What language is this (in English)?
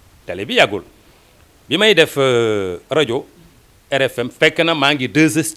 Wolof